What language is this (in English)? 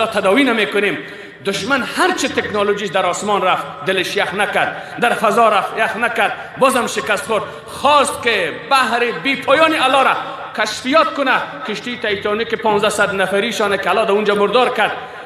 Persian